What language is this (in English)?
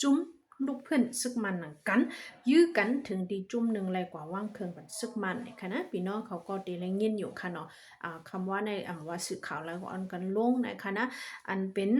Shan